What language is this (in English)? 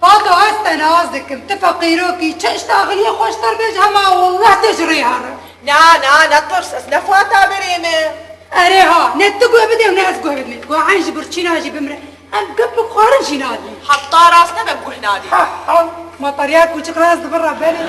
Kurdish